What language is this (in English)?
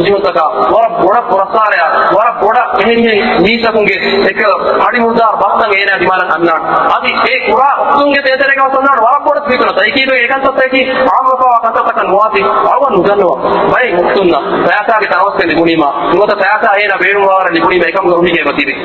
Divehi